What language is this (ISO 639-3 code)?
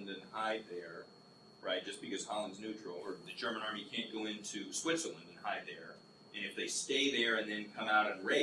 eng